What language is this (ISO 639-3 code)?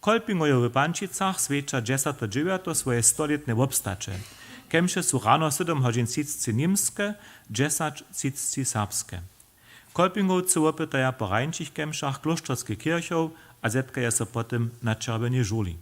hsb